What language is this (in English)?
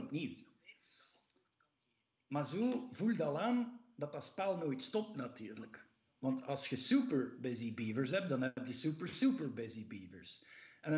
Dutch